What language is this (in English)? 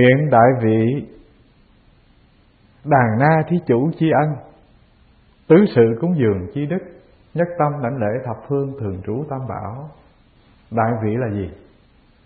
Vietnamese